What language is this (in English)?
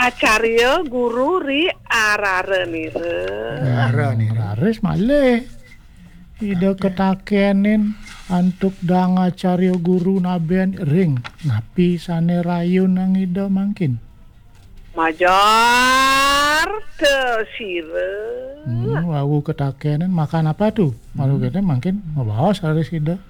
Balinese